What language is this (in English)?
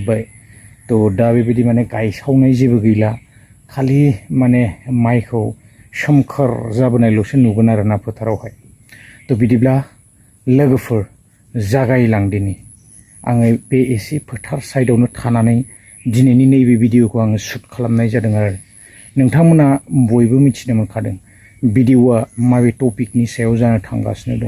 Bodo